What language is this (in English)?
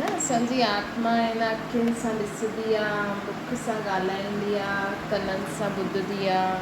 Sindhi